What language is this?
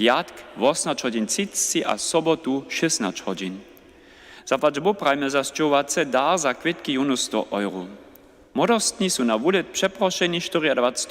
Upper Sorbian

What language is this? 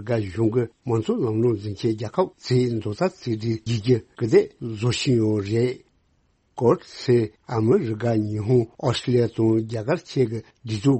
Tibetan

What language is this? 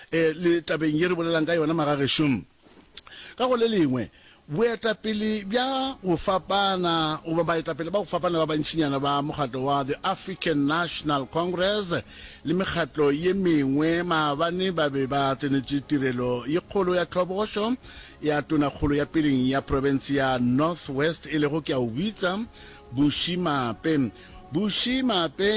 Northern Sotho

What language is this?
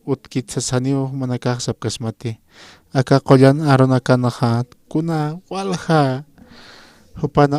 Aymara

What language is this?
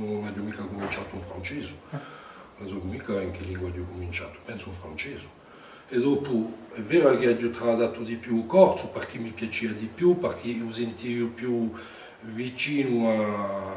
Corsican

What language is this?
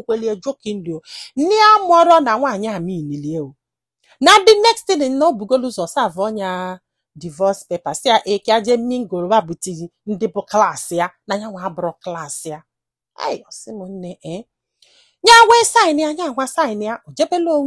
Igbo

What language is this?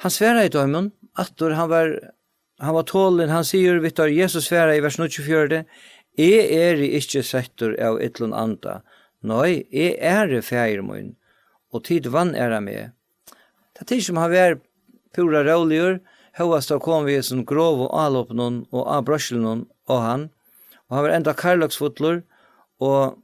Faroese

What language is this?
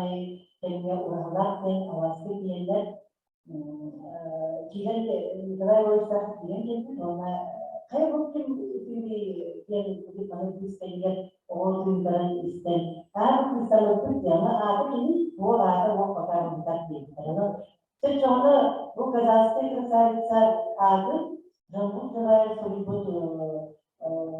Yakut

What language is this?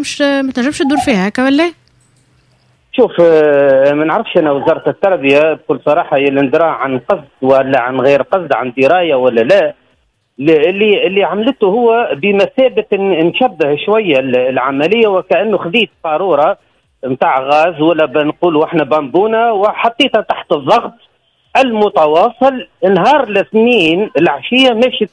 Tunisian Arabic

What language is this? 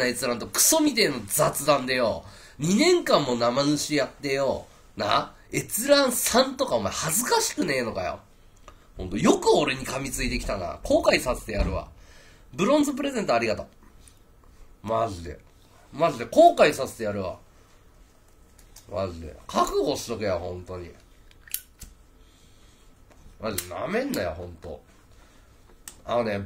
Japanese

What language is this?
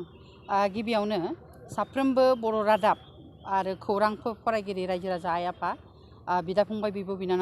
Bodo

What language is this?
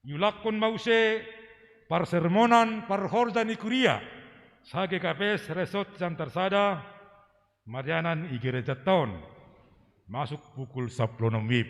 Batak Simalungun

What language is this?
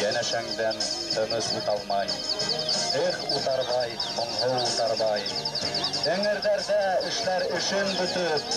Bashkir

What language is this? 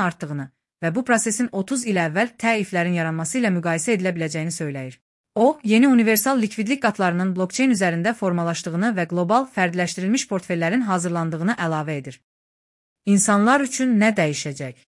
Azerbaijani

